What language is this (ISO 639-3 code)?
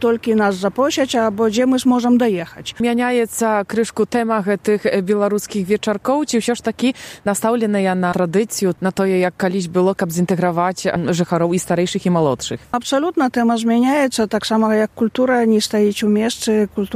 bel